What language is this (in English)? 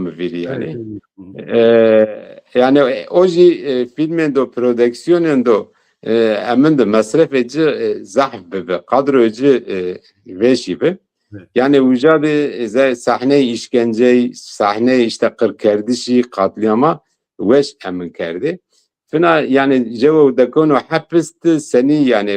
Zaza